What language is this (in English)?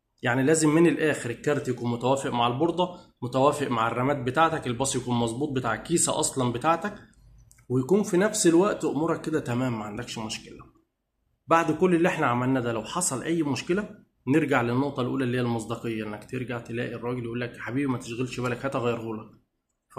Egyptian Arabic